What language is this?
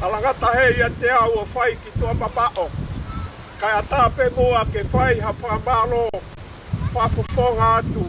Tongan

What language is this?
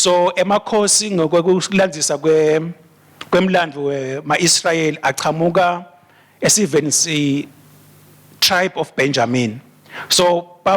Swati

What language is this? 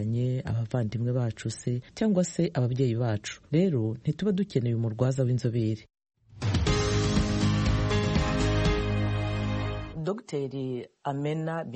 Kinyarwanda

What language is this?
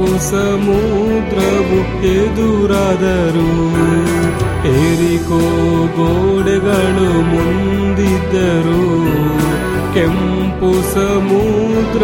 Kannada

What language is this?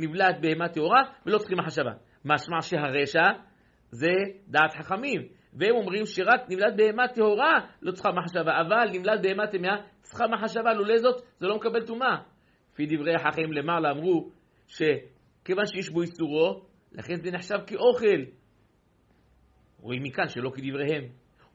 Hebrew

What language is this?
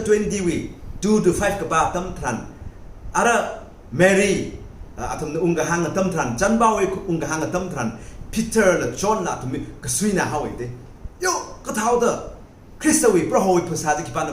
Tangkhul Naga (India)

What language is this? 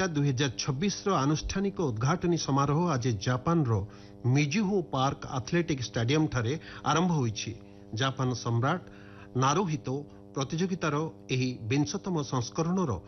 Odia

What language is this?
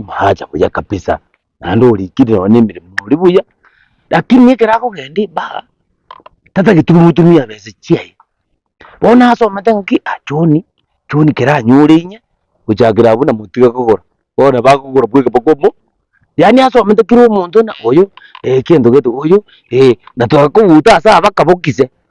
Gusii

